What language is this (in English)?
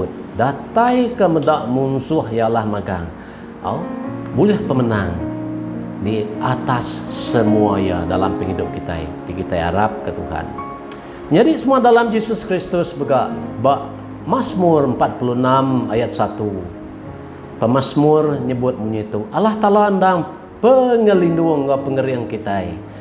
Iban